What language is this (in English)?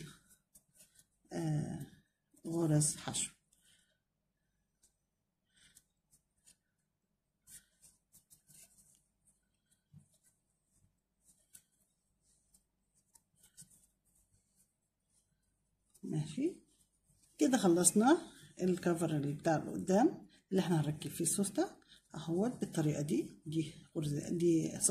Egyptian Arabic